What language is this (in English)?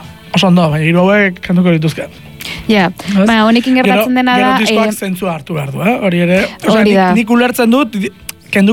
Basque